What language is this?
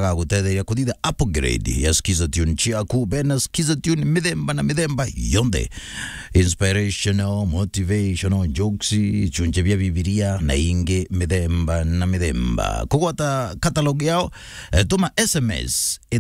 Meru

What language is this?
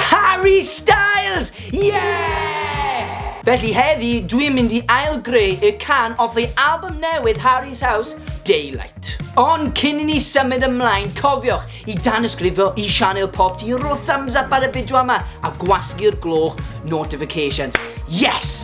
Welsh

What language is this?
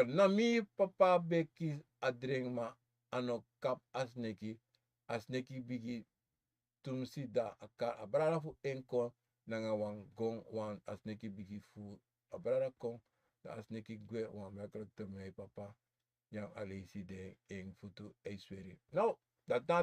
Sranan Tongo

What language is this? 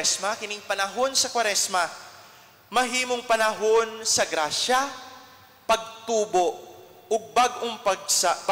Cebuano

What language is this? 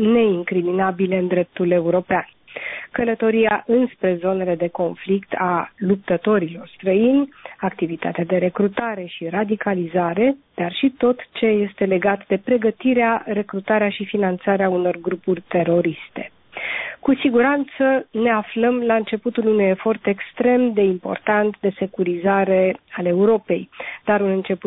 Romanian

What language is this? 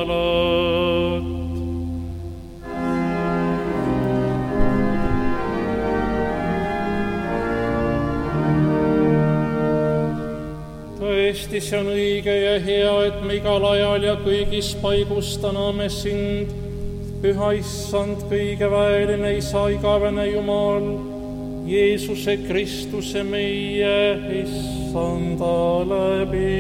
Estonian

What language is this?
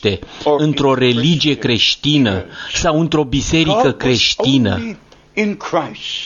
Romanian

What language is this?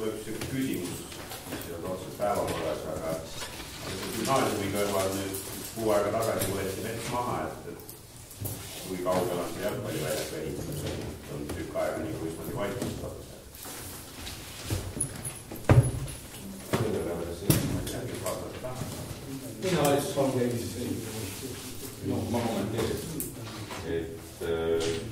Estonian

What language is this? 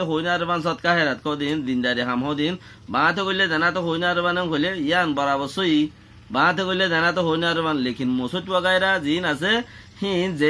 Rohingya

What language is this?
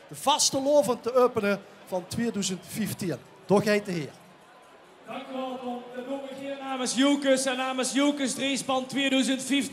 Limburgish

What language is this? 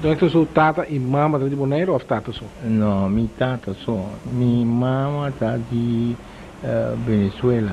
Papiamento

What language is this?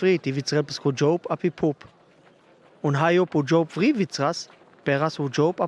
Sinte Romani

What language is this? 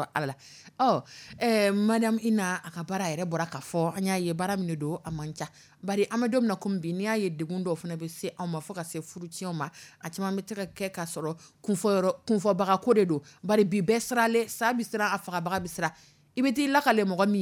Dyula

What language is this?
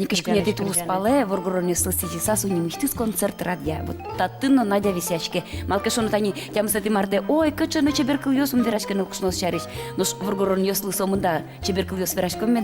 Udmurt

